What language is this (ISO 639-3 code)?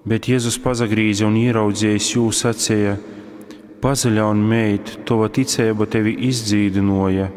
ltg